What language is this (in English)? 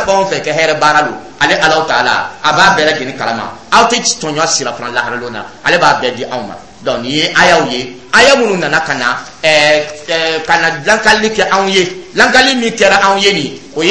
Dyula